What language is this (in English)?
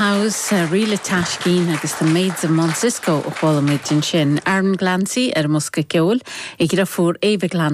Irish